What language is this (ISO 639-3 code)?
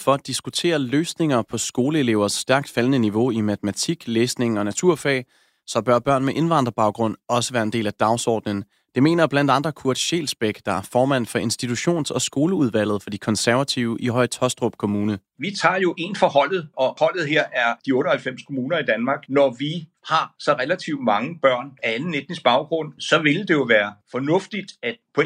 dan